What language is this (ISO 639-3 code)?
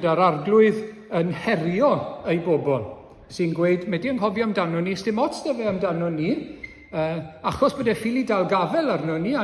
cym